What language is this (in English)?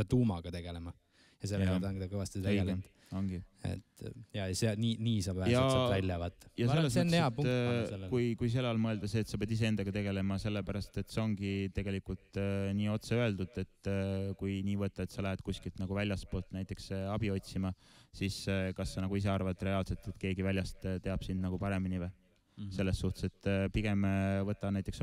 Estonian